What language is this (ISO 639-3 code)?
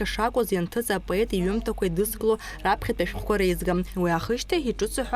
abk